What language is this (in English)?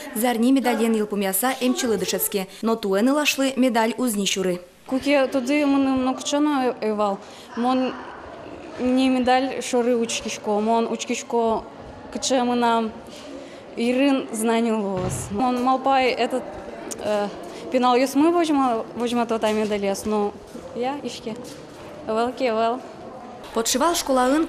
Udmurt